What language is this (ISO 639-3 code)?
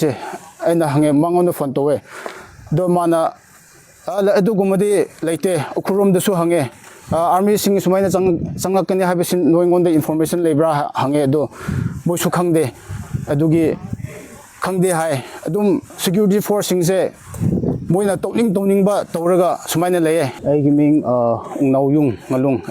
mni